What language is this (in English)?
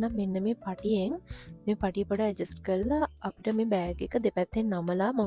Sinhala